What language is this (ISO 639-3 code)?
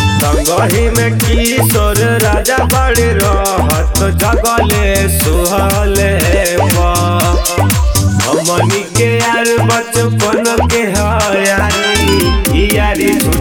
bho